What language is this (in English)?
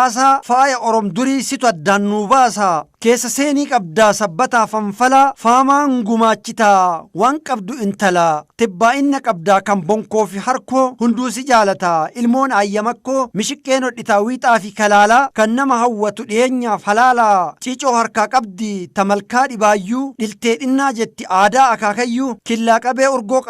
Oromo